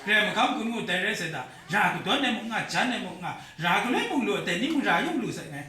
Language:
Kachin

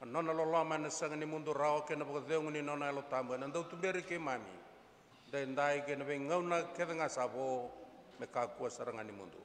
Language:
Fijian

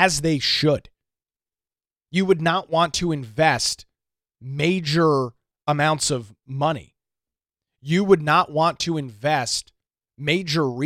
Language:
English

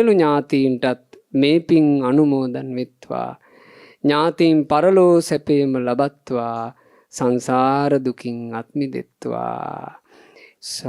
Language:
Sinhala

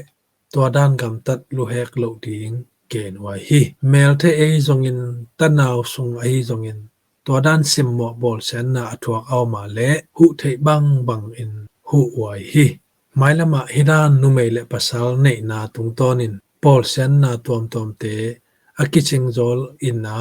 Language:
Tedim Chin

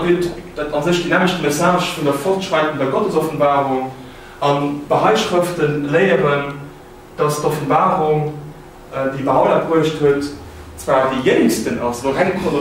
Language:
Luxembourgish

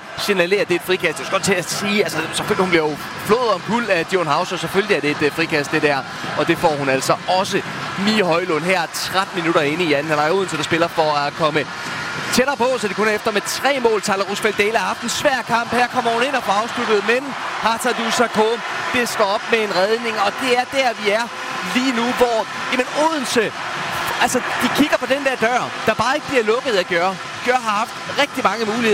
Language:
Danish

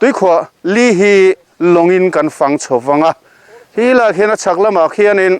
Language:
Mizo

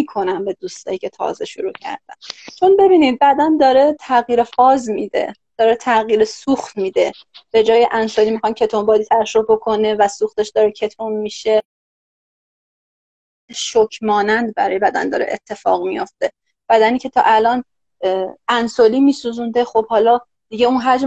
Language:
Persian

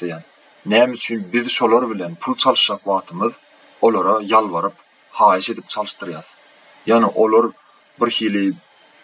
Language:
Turkmen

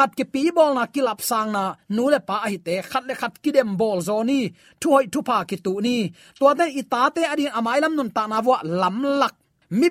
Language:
Tedim Chin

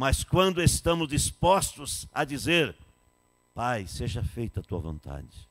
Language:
Portuguese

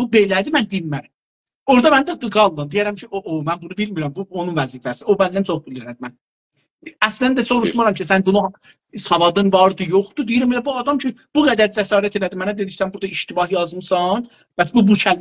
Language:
South Azerbaijani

